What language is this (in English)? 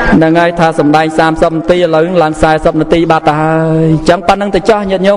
Khmer